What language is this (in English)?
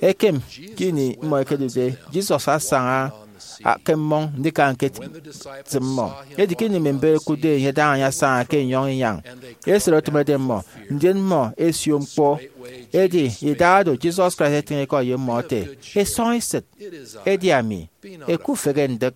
Efik